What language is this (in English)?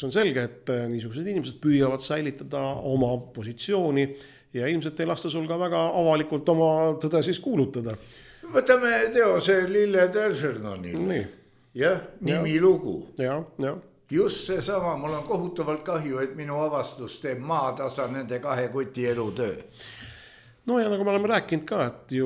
Estonian